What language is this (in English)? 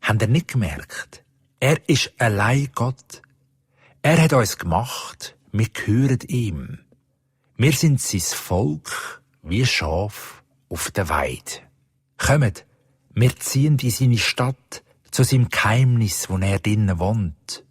Swiss German